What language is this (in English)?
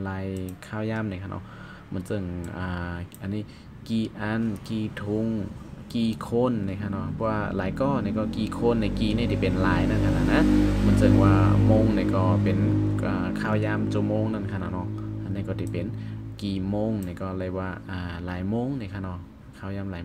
Shan